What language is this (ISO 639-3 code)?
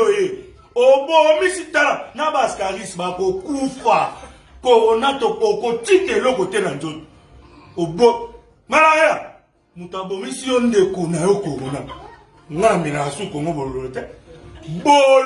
lin